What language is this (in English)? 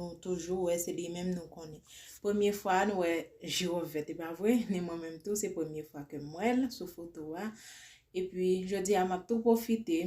Haitian Creole